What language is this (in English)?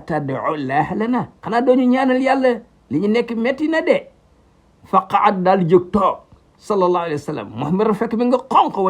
Wolof